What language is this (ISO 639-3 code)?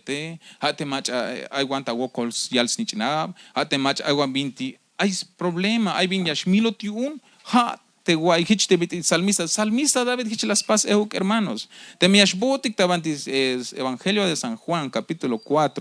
tzh